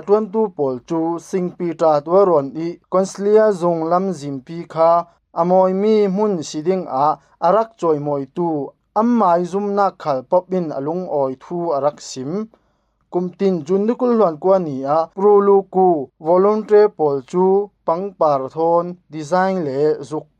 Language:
Falam Chin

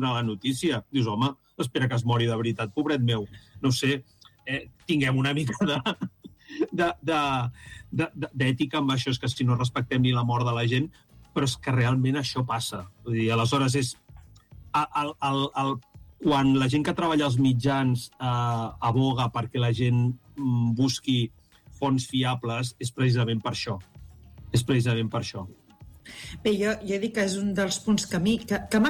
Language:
Catalan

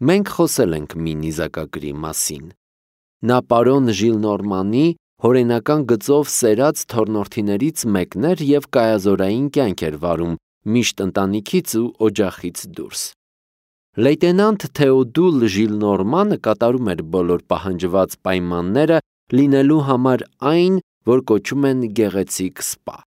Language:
Armenian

